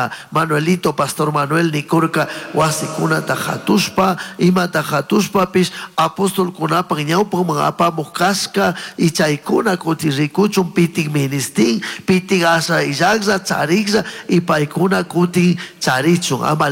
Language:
Chimborazo Highland Quichua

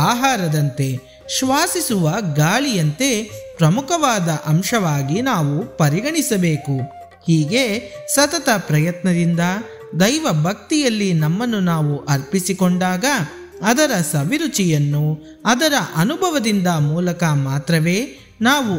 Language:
Kannada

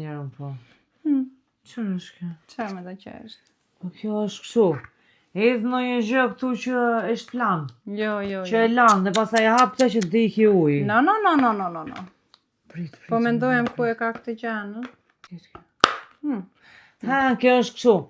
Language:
Albanian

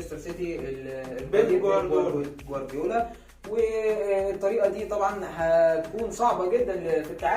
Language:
Egyptian Arabic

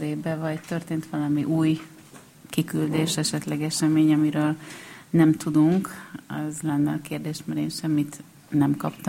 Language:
Hungarian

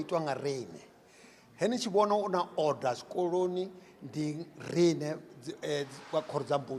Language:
Venda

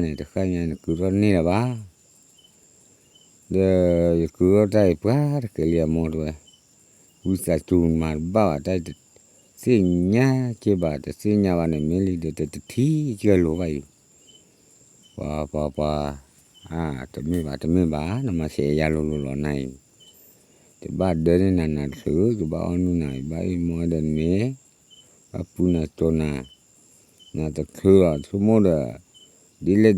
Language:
S'gaw Karen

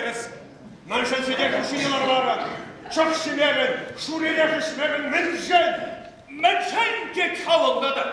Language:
Chuvash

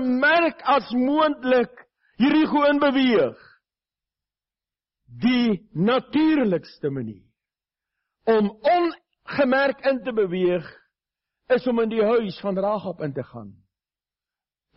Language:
Afrikaans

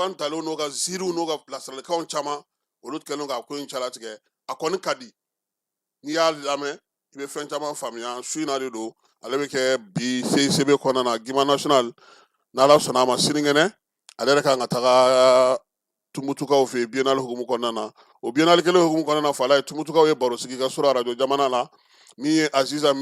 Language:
Bambara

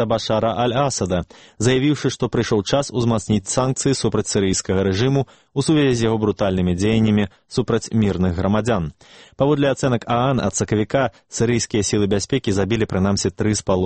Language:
Belarusian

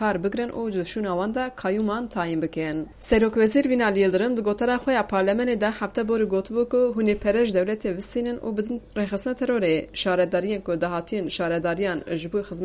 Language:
Kurdish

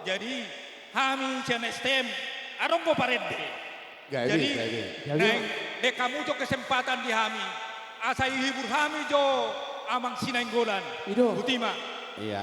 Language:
Batak Toba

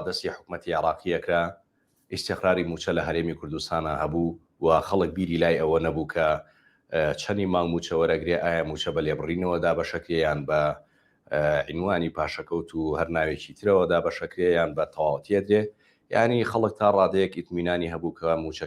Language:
Central Kurdish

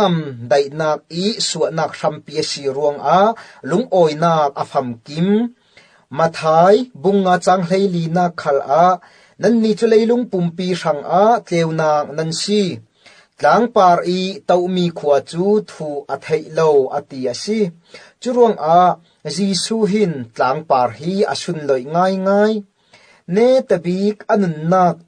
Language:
Falam Chin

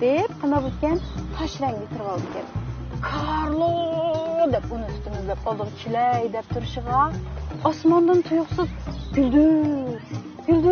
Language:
Uyghur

